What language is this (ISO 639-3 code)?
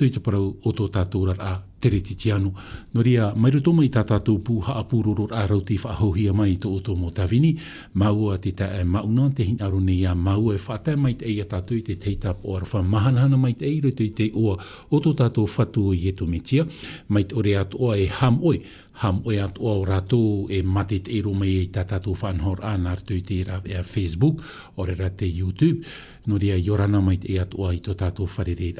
tah